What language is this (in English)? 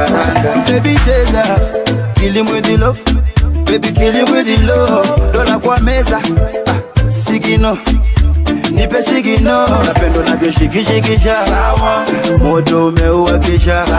Swahili